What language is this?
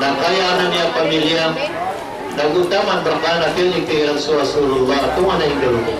Maranao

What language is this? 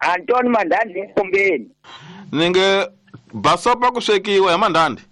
Tsonga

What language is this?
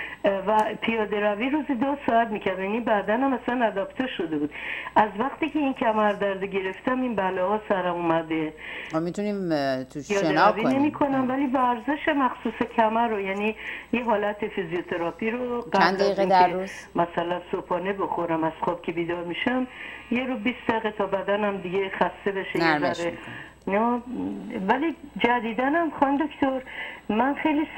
Persian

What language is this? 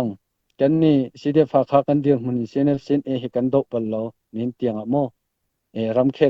Falam Chin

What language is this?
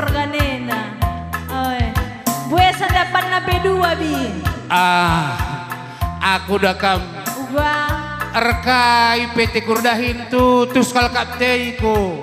Batak Karo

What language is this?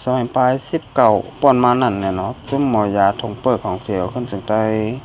Shan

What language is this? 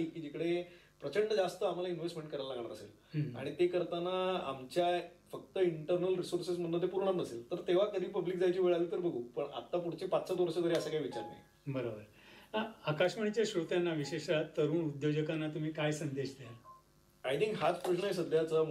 Marathi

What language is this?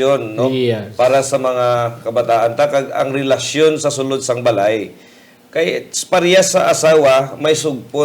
Hiligaynon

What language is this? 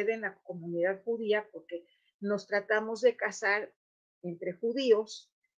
Ladino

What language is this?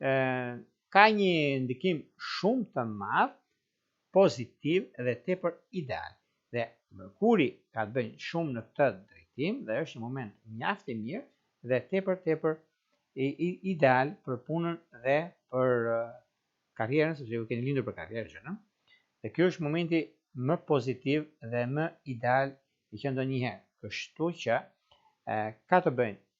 Albanian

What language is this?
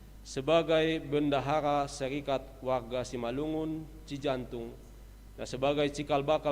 Batak Simalungun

